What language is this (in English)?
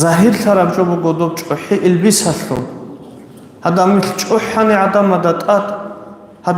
Avaric